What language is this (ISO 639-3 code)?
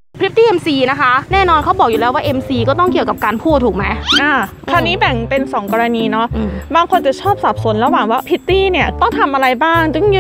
tha